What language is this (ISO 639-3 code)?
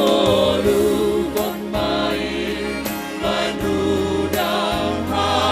bts